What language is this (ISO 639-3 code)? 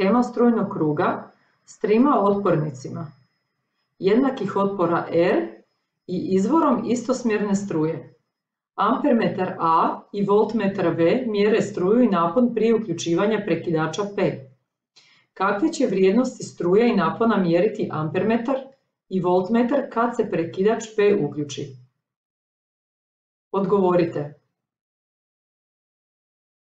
hrv